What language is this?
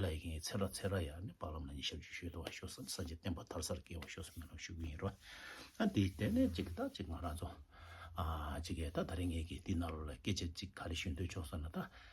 Tibetan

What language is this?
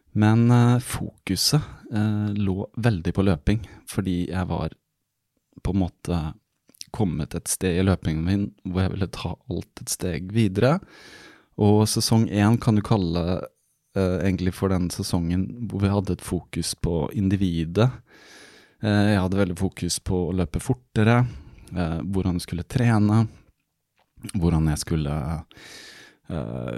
Norwegian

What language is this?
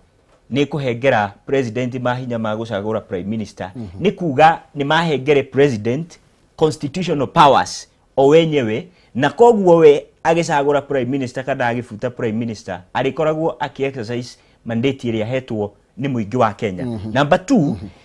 Kikuyu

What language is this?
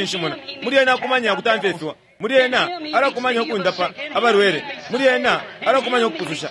Bemba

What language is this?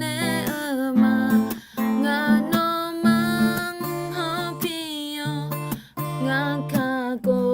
Akha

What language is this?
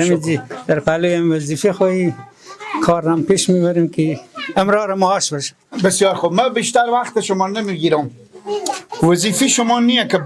Persian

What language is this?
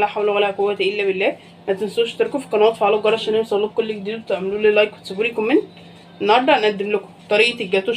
Egyptian Arabic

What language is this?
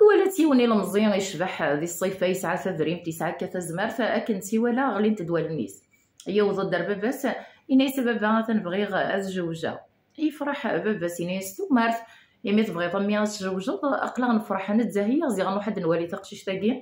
Kabyle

